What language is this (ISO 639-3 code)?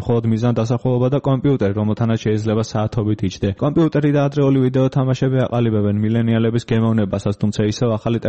kat